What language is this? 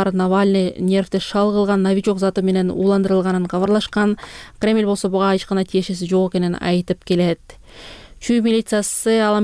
Kyrgyz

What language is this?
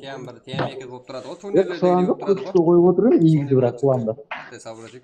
Kara-Kalpak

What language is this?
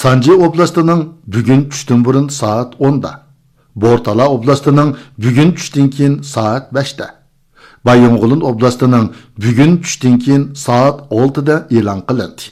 Uyghur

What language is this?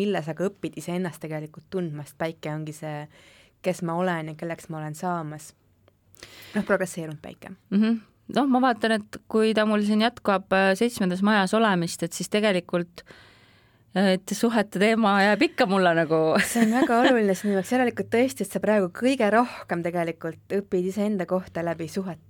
Estonian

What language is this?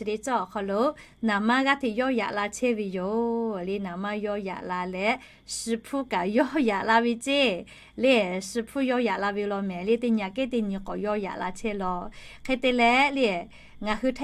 Lahu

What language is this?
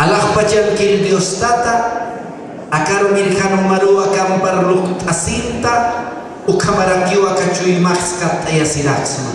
Aymara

